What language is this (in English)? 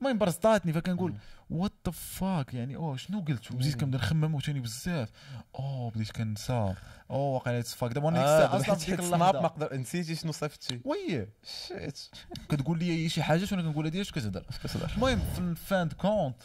Moroccan Arabic